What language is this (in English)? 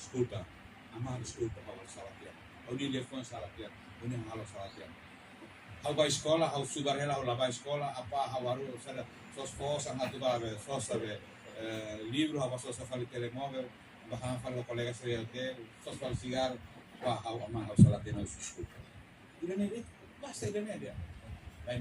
Tetum